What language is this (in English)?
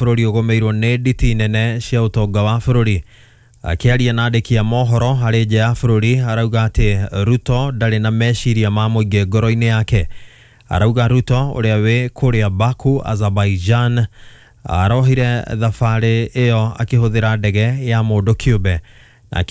Kikuyu